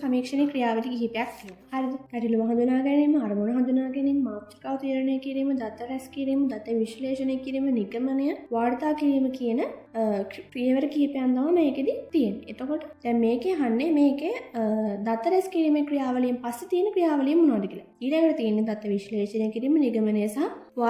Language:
Sinhala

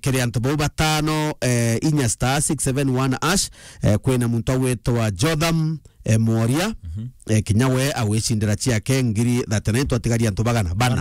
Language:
Meru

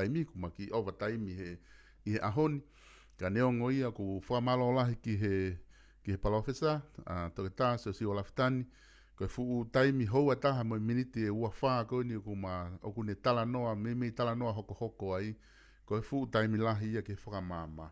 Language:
Tongan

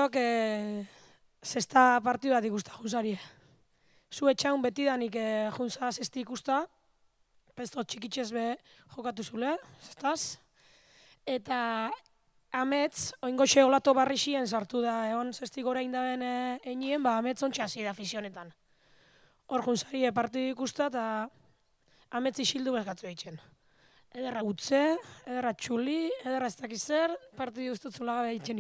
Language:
Basque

